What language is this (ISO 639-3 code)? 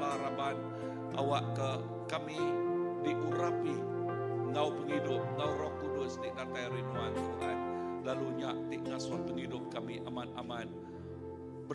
iba